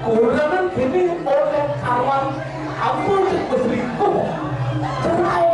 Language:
Balinese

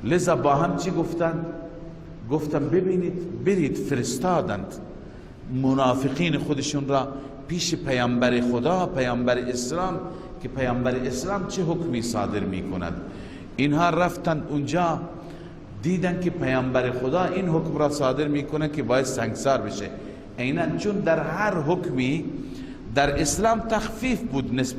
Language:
Persian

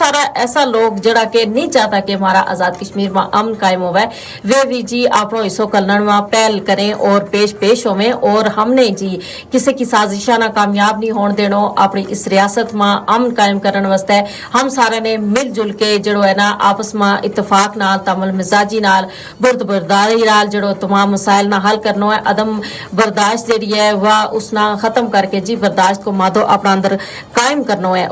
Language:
Gujari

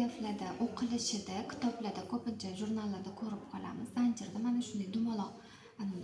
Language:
Uzbek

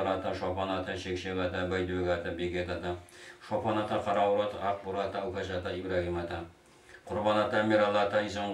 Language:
Kazakh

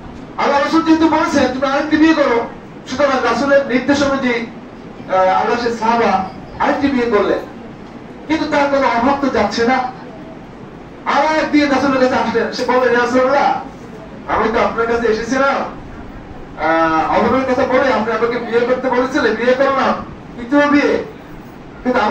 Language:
Bangla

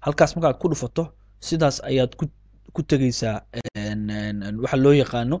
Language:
Somali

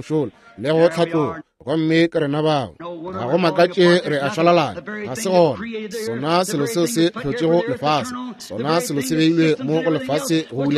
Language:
Northern Sotho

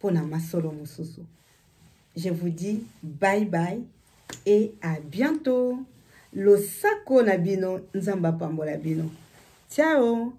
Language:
Lingala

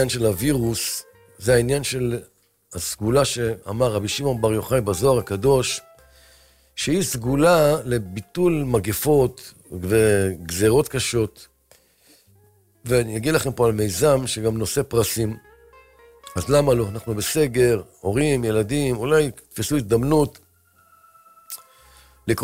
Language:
Hebrew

